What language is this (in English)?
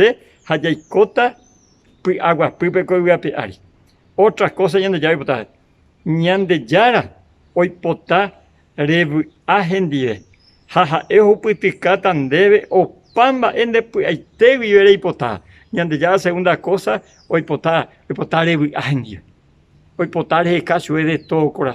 Guarani